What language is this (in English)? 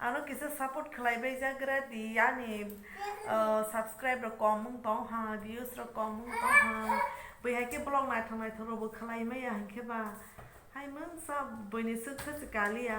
Kok Borok